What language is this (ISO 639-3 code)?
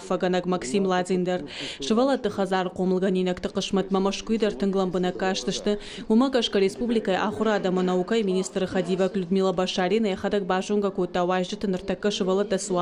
oss